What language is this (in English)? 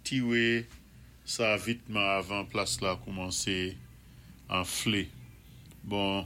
Saint Lucian Creole French